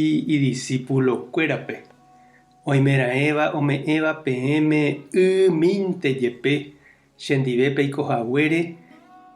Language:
Guarani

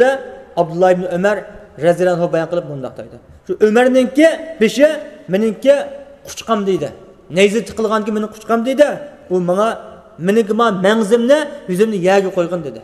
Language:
Uyghur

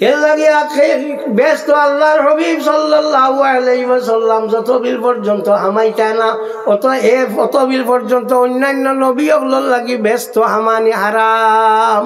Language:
Sylheti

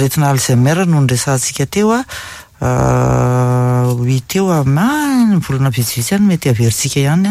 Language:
Malagasy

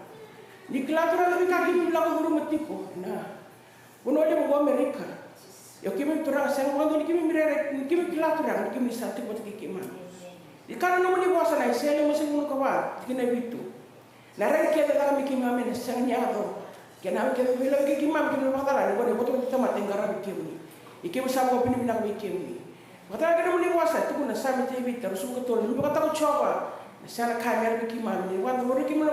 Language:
Fijian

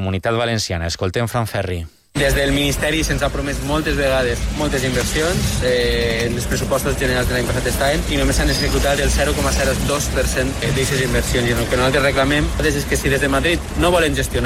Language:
Catalan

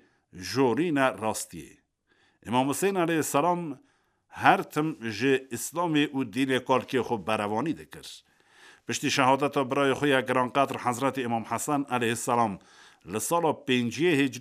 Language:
Kurdish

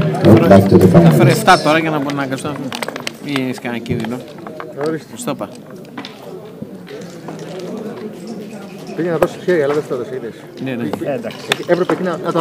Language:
Greek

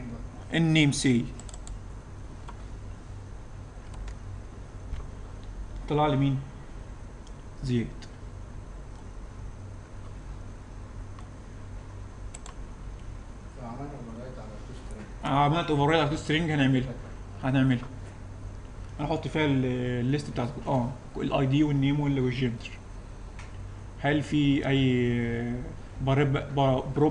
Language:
Egyptian Arabic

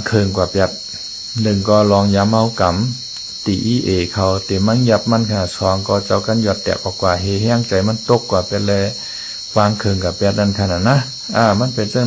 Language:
Shan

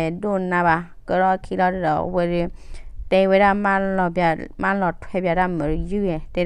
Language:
S'gaw Karen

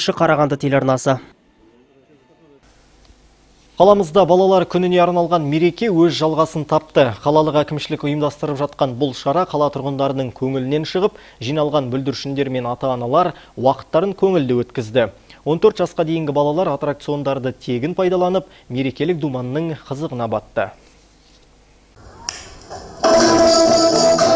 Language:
Kazakh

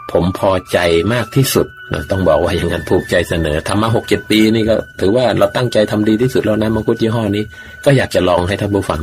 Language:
Thai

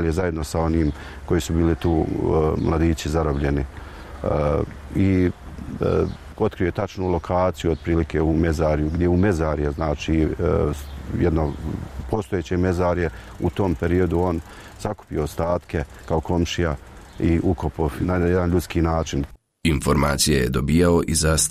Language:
Bosnian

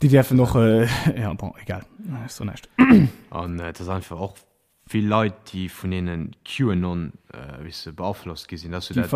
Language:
Luxembourgish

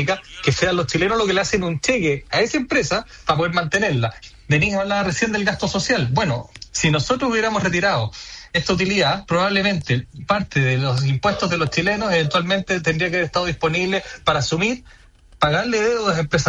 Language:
Spanish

